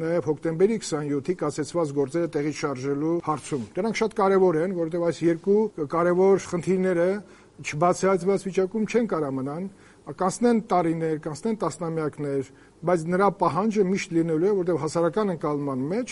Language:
Armenian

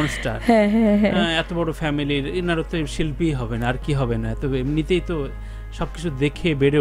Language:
Bangla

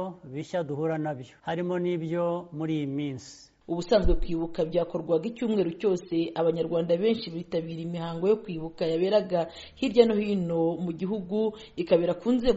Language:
Kinyarwanda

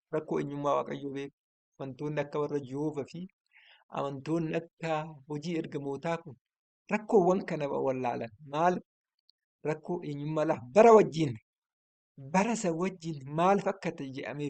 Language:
Oromo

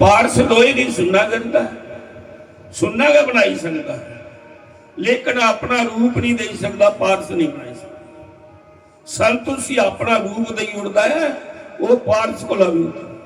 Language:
Dogri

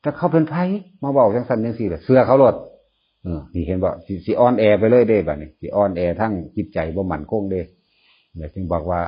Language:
Northeastern Thai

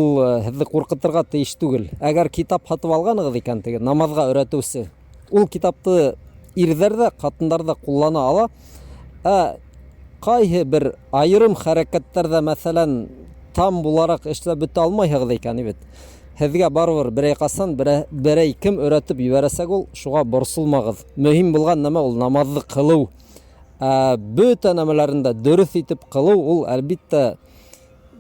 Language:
Bashkir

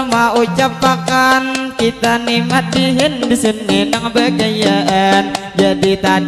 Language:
Banjar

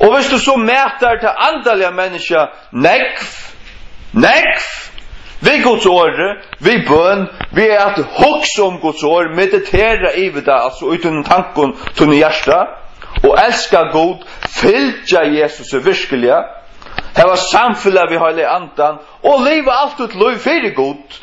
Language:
Faroese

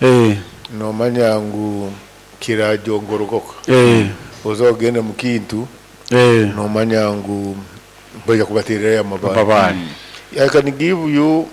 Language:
Nyoro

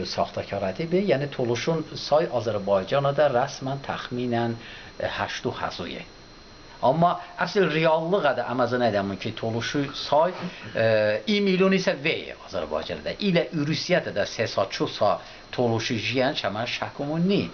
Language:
Talysh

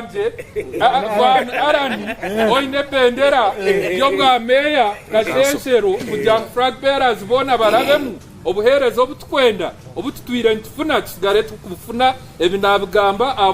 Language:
Nyankole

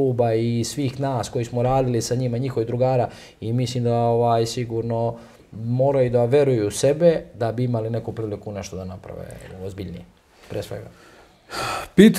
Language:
Serbian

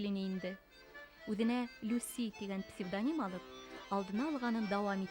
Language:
Bashkir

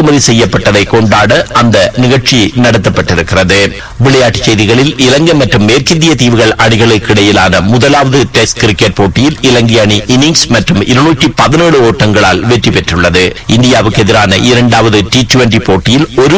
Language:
Tamil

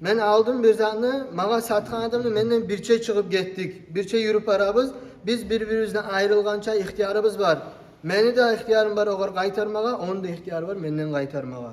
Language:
Kumyk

